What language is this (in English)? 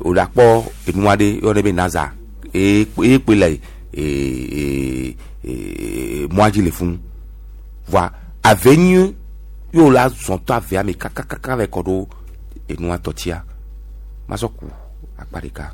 Gen